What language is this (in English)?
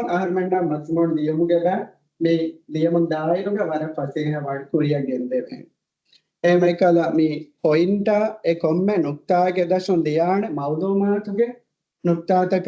Divehi